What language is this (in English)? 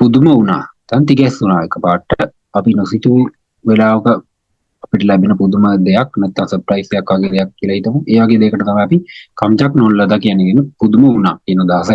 Sinhala